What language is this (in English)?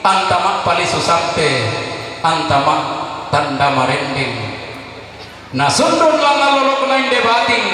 Toraja-Sa'dan